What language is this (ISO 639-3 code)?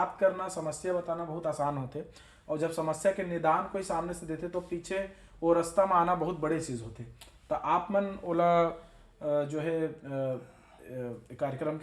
hne